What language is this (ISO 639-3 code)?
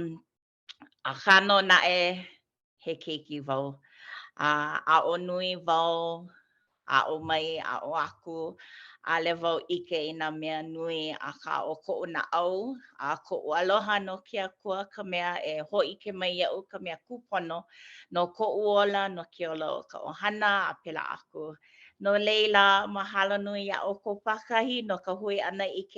haw